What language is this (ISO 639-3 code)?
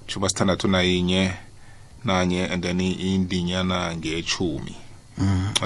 nbl